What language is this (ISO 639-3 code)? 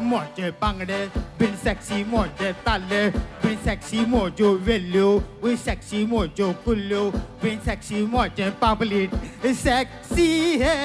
kok